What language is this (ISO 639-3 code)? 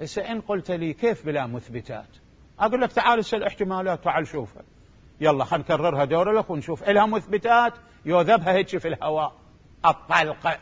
acm